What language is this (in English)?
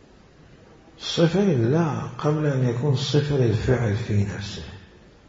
Arabic